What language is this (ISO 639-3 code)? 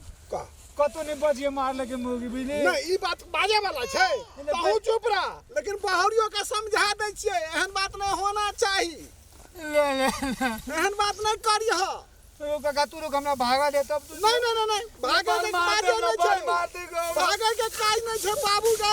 mai